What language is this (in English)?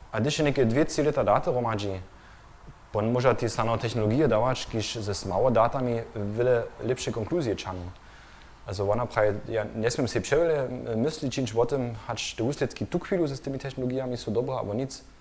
Upper Sorbian